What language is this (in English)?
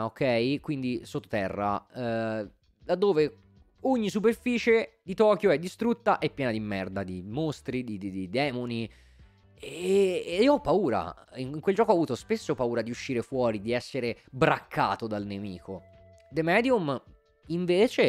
Italian